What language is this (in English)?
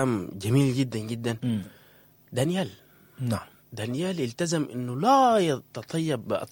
Sudanese Arabic